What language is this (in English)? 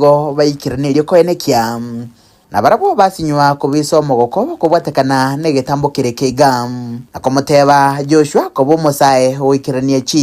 Gusii